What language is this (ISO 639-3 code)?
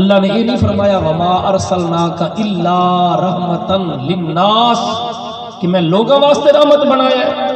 skr